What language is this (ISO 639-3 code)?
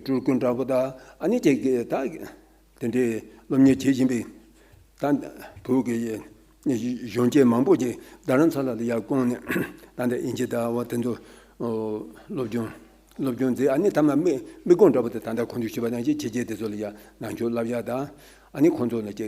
bod